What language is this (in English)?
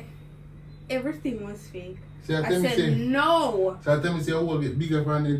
Jamaican Creole English